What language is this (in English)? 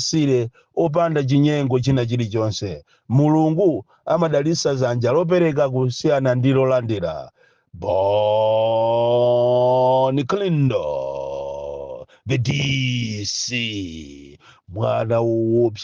Nyanja